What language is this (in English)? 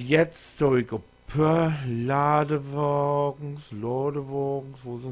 Low German